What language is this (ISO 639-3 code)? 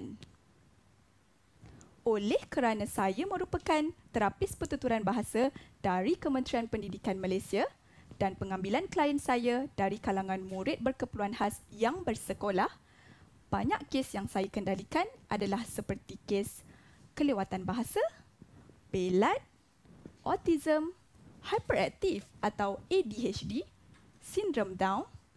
msa